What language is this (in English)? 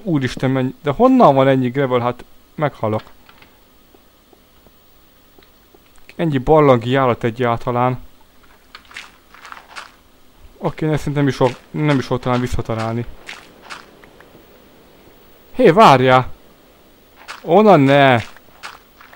Hungarian